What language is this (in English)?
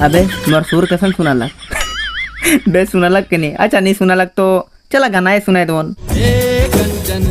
Sadri